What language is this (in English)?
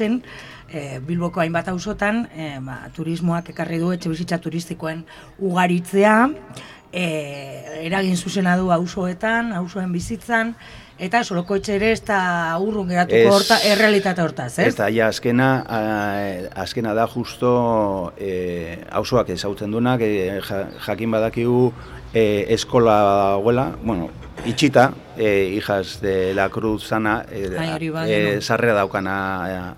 Basque